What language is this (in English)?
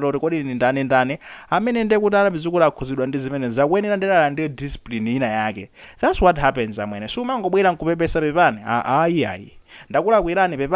Nyanja